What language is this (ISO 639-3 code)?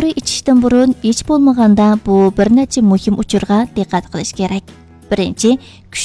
uig